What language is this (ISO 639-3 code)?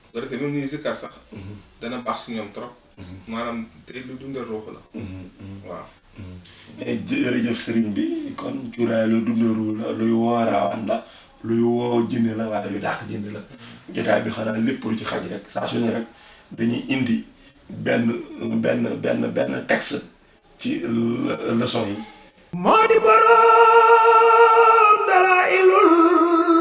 wol